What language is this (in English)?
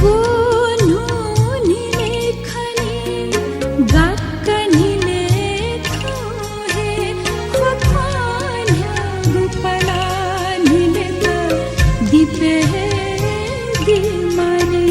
Newari